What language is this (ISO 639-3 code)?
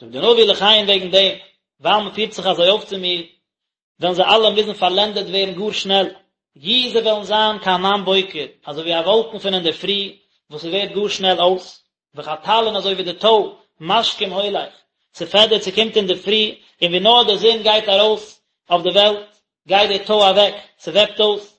yid